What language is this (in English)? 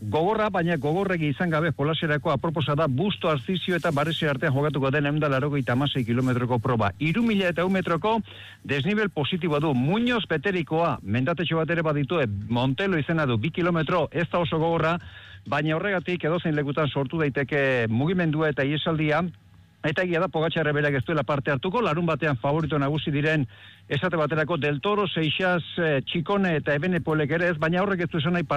Basque